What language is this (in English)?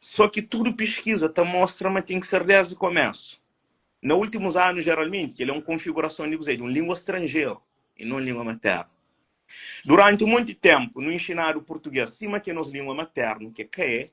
Kabuverdianu